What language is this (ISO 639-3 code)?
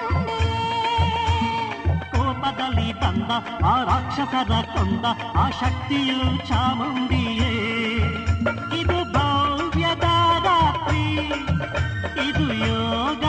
kan